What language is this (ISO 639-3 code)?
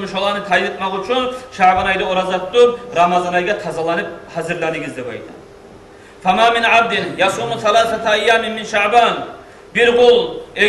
kum